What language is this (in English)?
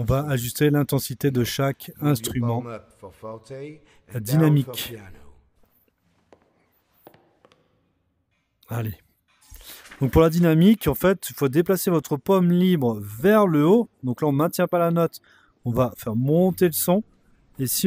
French